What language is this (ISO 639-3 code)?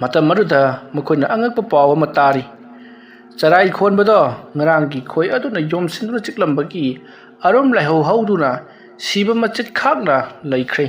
mni